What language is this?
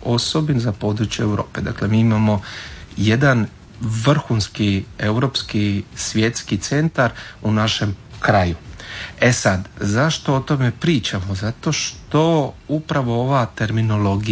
Croatian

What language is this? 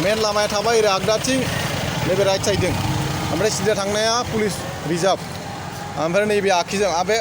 Bodo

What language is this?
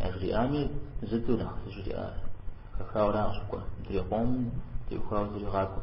Kabardian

